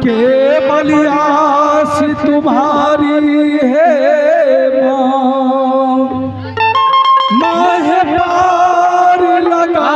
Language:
Angika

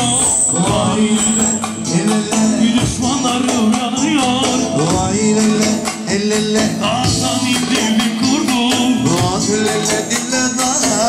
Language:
Turkish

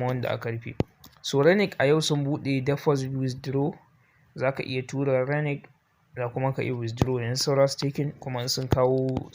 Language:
Hausa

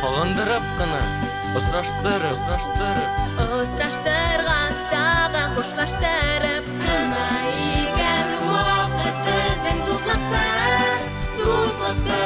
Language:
Bashkir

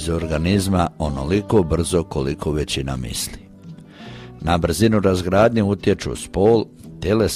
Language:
Croatian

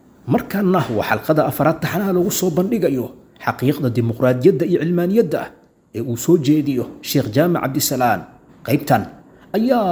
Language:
Somali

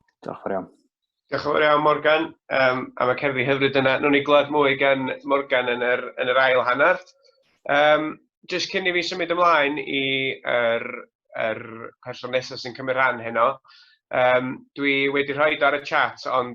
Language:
Welsh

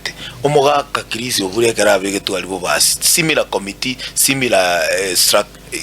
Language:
Gusii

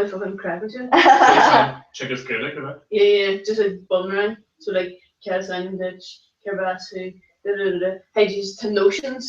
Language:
Irish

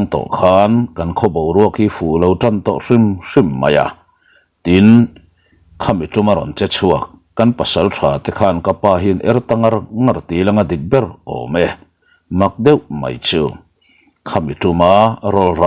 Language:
Mizo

